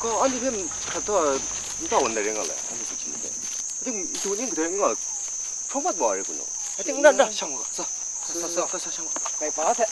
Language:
Kachin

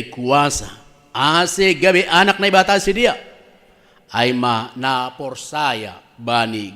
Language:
Batak Simalungun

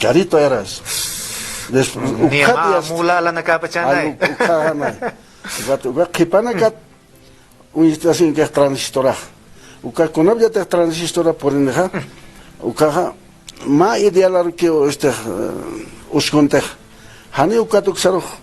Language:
Aymara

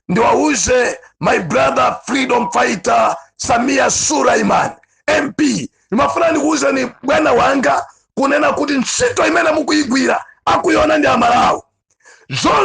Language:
Nyanja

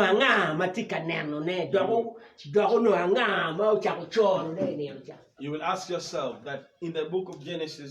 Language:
Acoli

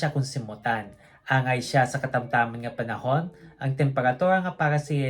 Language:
Hiligaynon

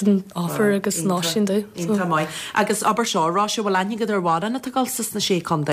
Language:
Irish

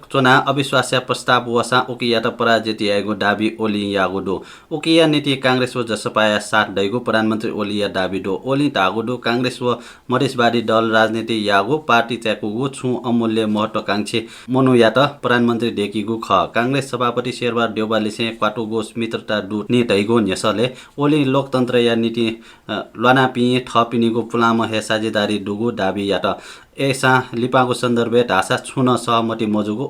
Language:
Newari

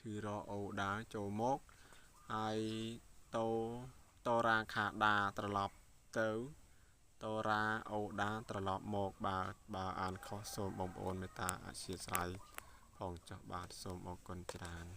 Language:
Khmer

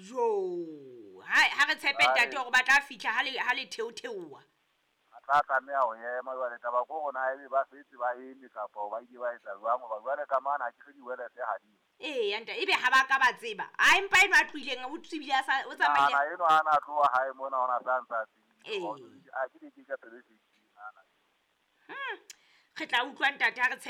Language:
Southern Sotho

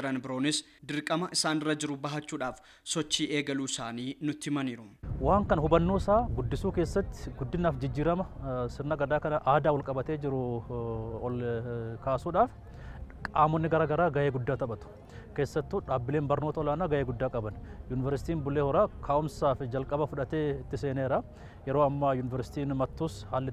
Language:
Oromo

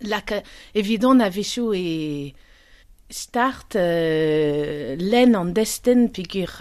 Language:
Breton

